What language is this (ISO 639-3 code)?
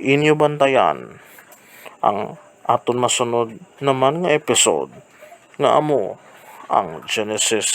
hil